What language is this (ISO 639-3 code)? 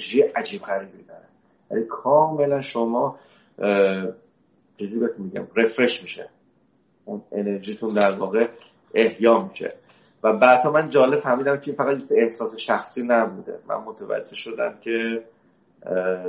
fas